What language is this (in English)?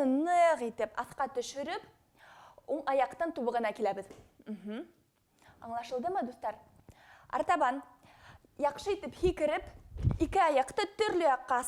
Bashkir